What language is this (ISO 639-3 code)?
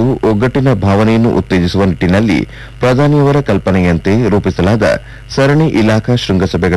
kan